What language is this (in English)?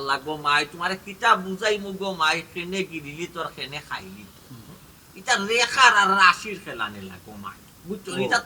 Sylheti